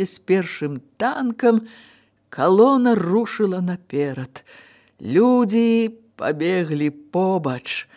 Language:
Belarusian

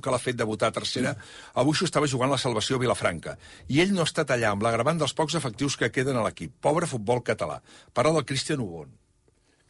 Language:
Catalan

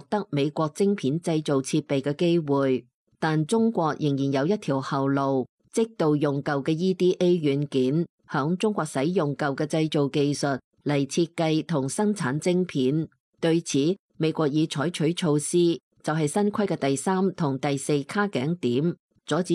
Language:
Cantonese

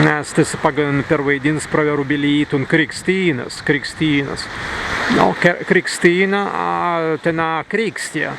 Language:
Prussian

